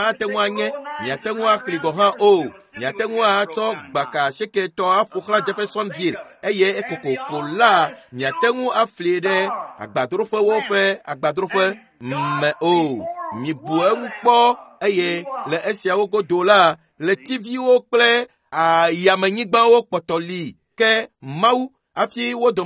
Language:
Ewe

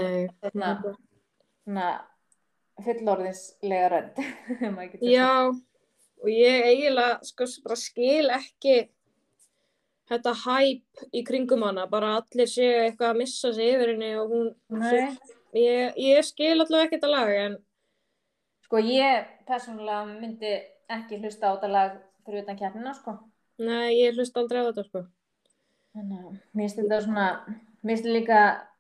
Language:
Icelandic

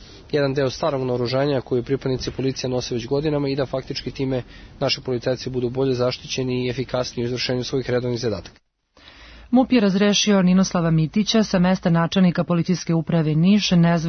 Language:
Serbian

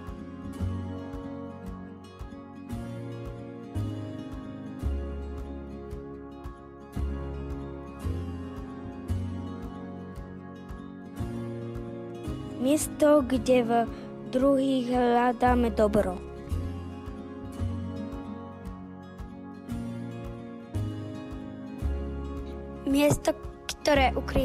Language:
Slovak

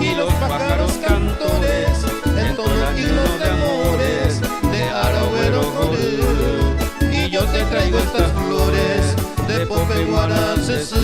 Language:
Guarani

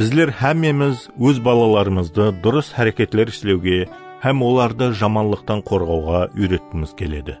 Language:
Kara-Kalpak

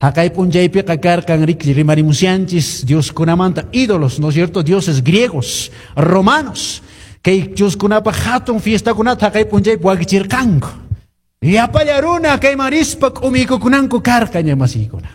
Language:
Quechua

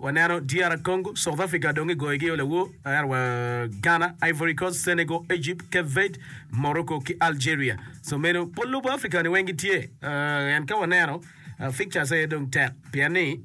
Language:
Acoli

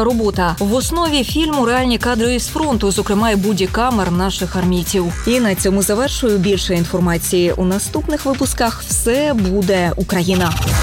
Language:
Ukrainian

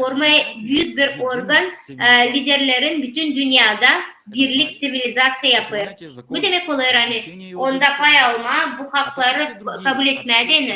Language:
Gagauz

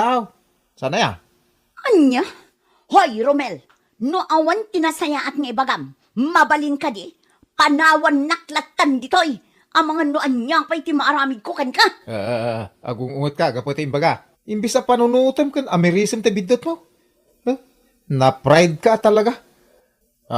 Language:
Iloko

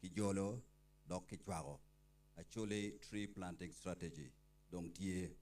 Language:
Acoli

